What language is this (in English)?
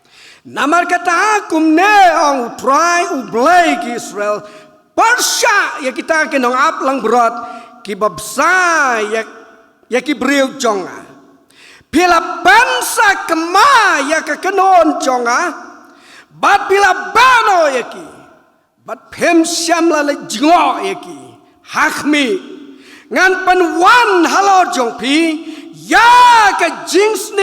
Khasi